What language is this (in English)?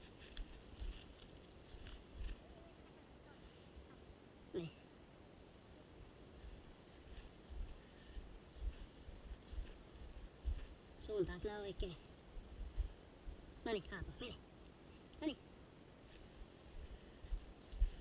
Finnish